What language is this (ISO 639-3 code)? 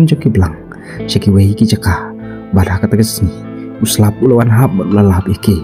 kha